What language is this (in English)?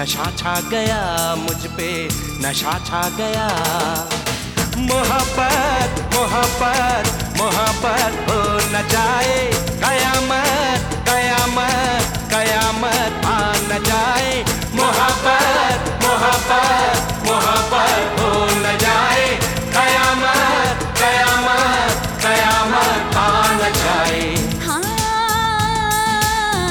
Hindi